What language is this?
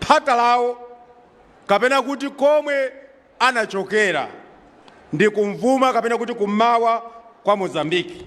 Nyanja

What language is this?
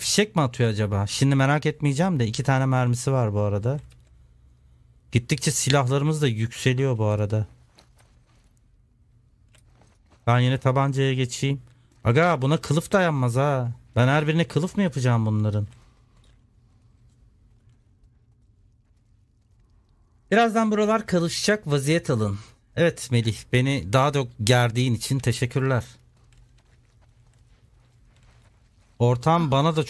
Turkish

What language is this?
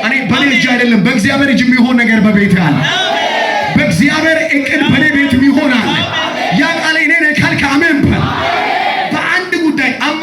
Amharic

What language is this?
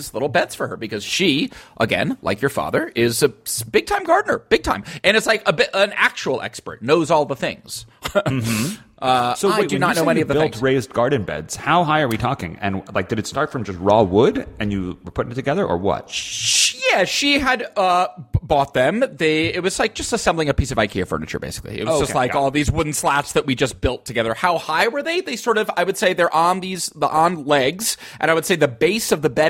English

